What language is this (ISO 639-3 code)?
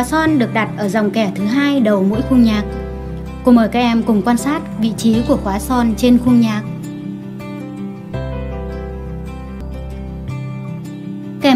vie